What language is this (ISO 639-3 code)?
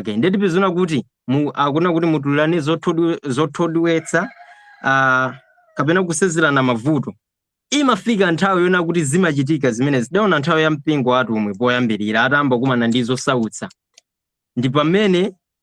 nya